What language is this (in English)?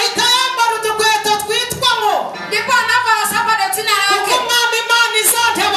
Kinyarwanda